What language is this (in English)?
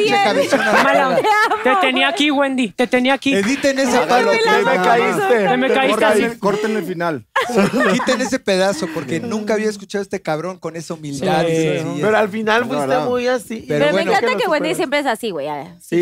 Spanish